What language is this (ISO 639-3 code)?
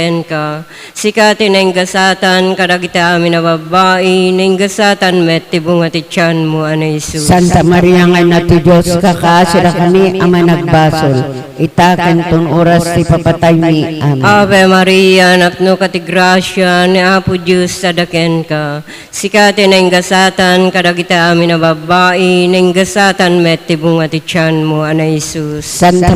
ilo